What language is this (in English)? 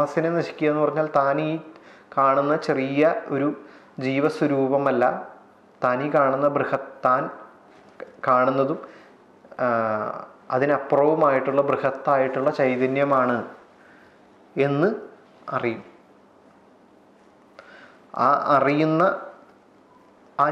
Malayalam